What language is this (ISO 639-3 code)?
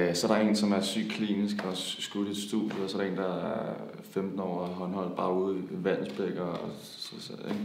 dan